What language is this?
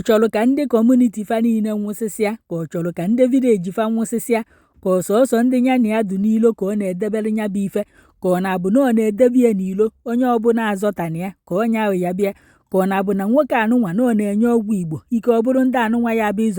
Igbo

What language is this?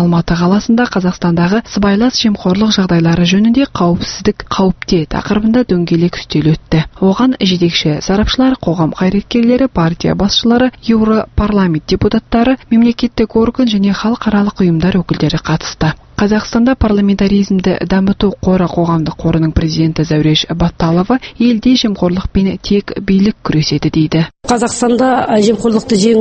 Kazakh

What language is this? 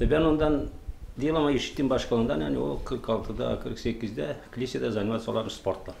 Gagauz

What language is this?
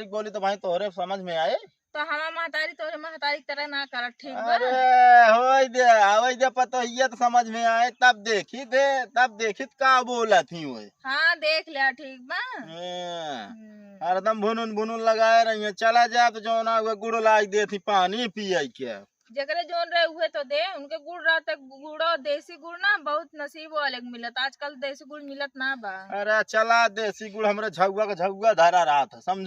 Awadhi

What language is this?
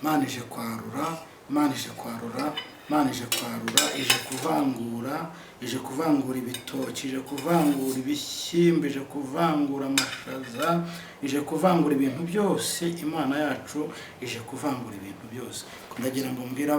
Kinyarwanda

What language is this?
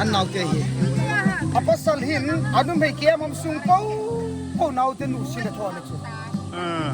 Hmar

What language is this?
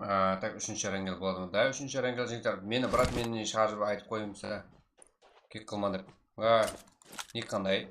Kara-Kalpak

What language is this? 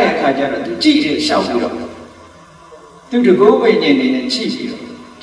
Burmese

